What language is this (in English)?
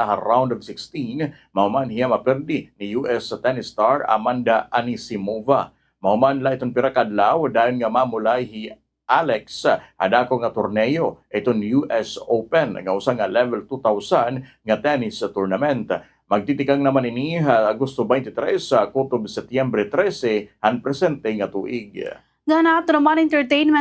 Waray